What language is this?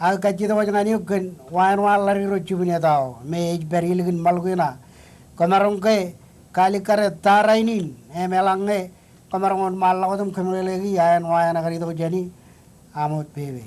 Marshallese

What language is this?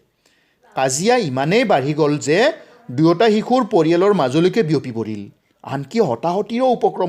Assamese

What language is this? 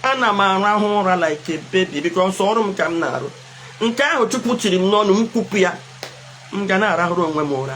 Igbo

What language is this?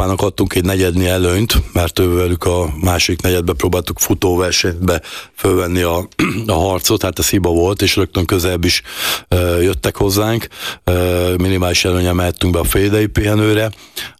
Hungarian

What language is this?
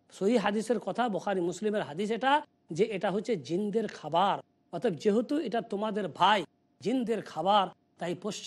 Bangla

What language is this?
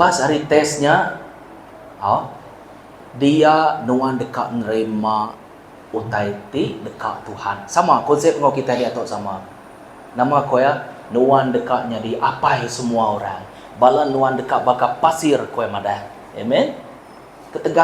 Iban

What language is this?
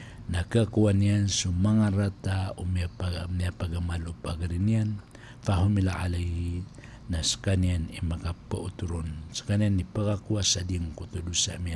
Maranao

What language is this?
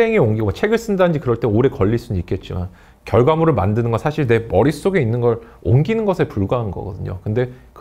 Korean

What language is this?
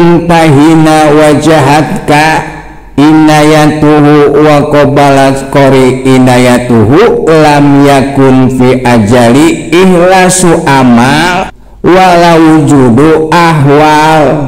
Sundanese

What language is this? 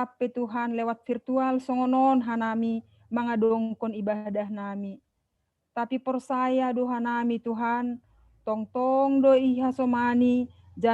Batak Simalungun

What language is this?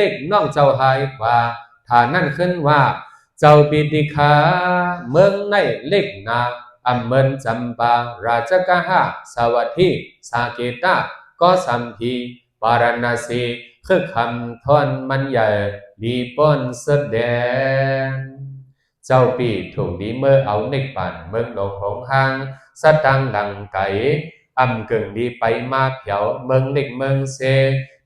Shan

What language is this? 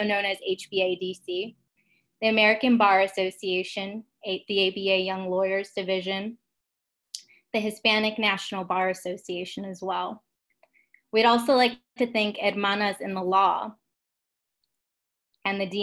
English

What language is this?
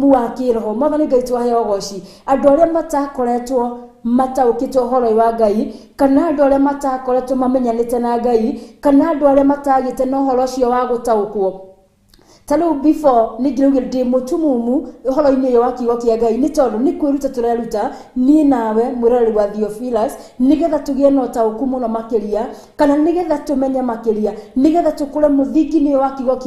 Kikuyu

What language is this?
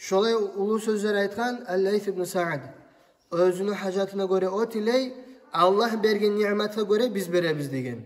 Kumyk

